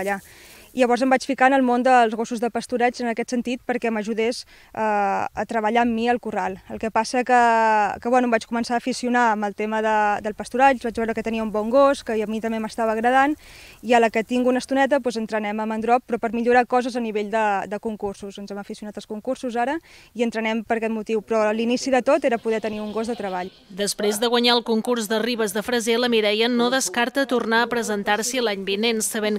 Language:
Catalan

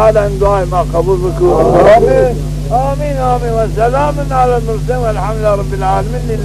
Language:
Zaza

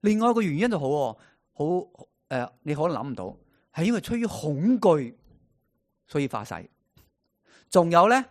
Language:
Cantonese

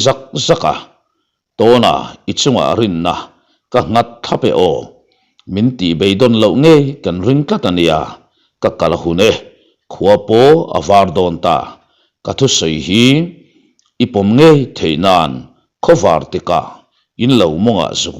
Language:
Mizo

